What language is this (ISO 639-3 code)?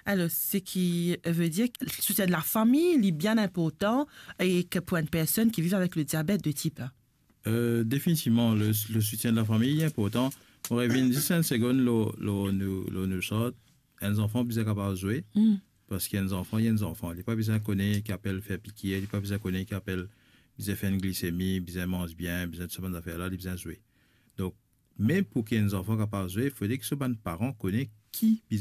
mfe